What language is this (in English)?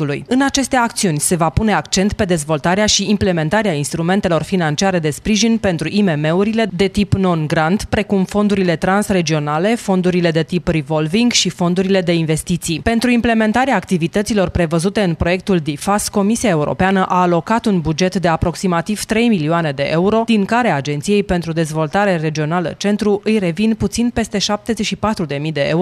Romanian